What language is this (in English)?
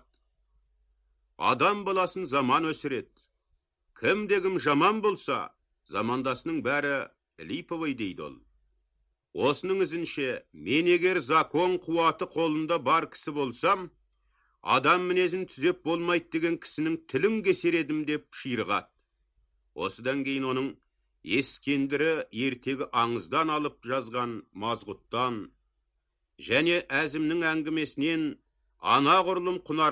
Kazakh